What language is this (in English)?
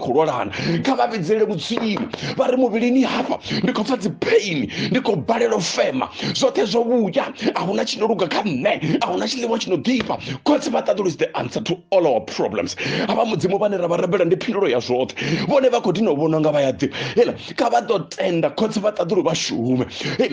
Venda